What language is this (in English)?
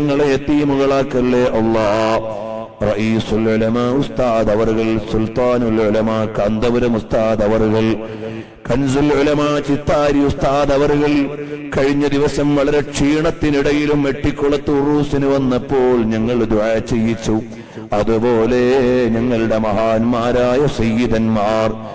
Malayalam